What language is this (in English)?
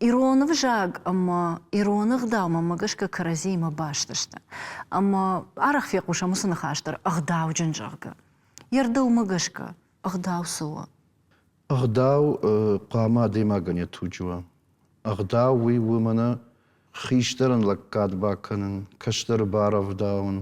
Ossetic